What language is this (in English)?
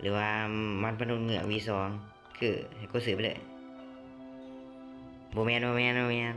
Lao